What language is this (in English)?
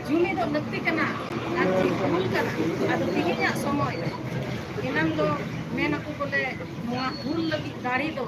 Santali